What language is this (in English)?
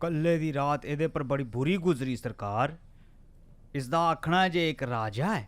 Dogri